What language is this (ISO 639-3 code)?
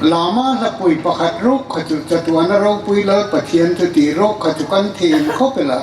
hmr